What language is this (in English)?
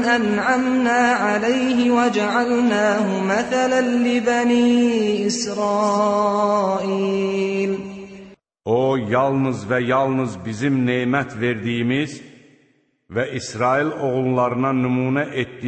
Azerbaijani